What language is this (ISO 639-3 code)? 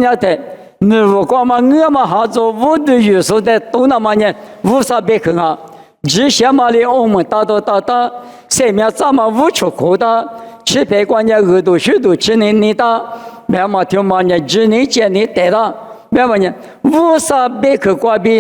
lis